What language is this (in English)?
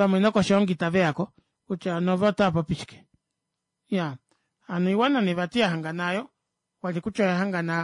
Kuanyama